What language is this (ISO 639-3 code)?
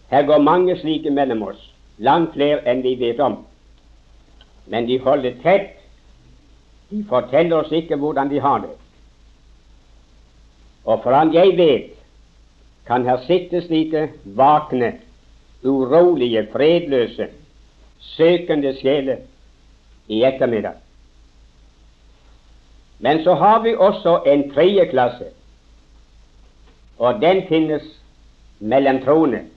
nor